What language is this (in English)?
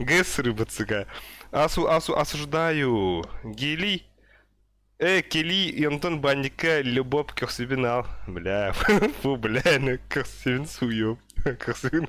Yakut